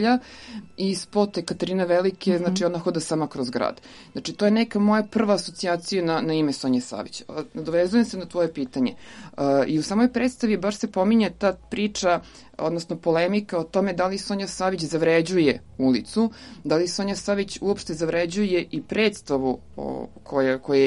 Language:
Serbian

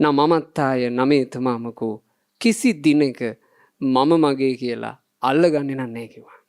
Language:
Sinhala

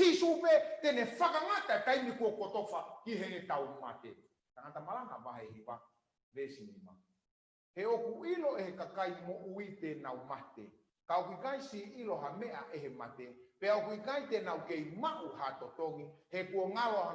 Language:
Tongan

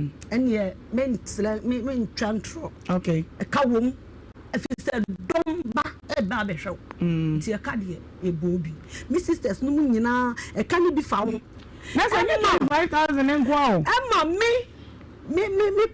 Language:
Akan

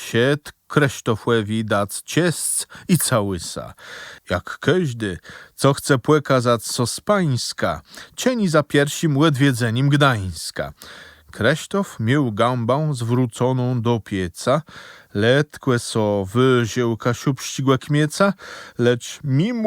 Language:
Kashubian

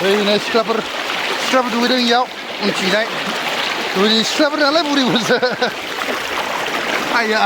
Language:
Bodo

